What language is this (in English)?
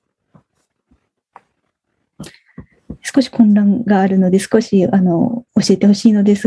Japanese